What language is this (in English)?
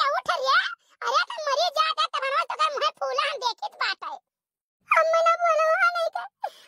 Awadhi